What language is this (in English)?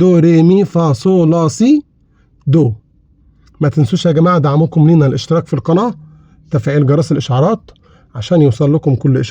Egyptian Arabic